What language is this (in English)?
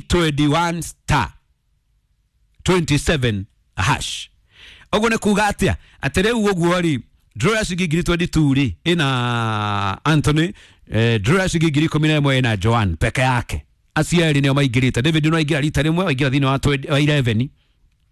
Kikuyu